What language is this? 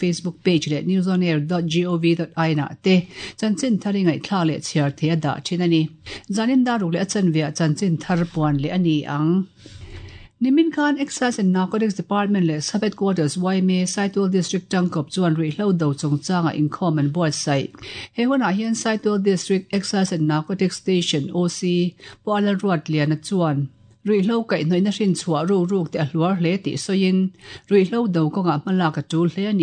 Mizo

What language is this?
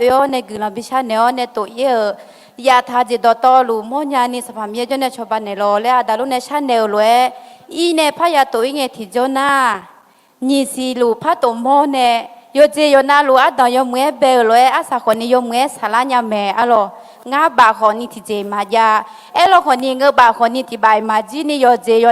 Akha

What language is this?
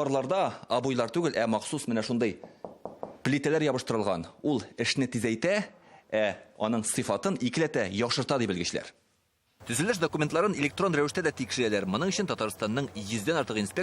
Tatar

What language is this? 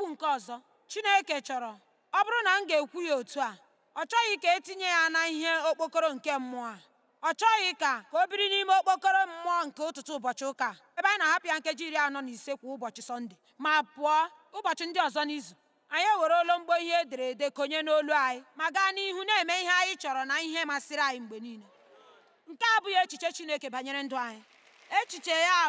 Igbo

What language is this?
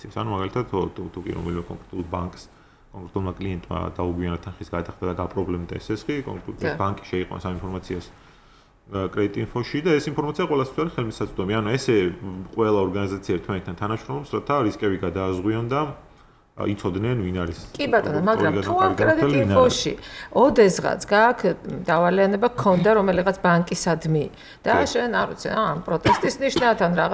Georgian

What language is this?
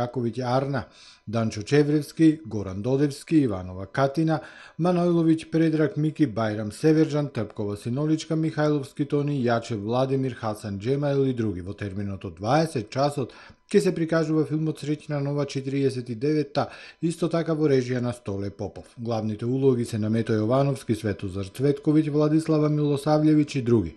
Macedonian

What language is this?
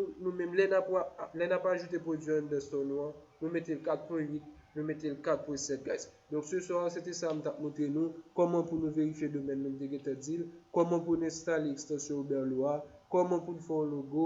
Haitian Creole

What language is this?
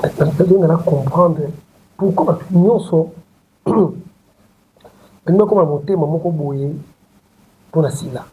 Lingala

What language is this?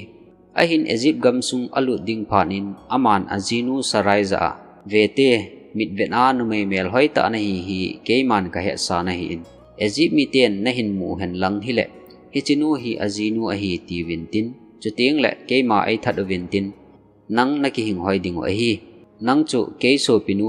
Thado Chin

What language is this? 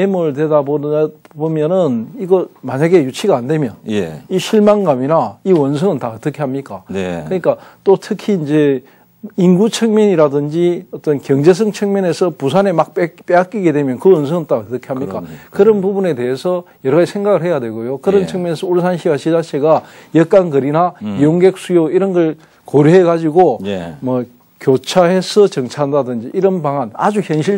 Korean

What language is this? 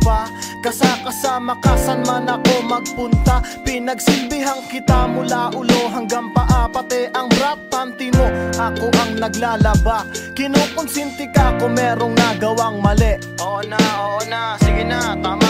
Filipino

